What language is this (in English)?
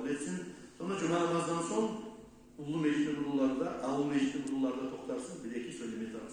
Kumyk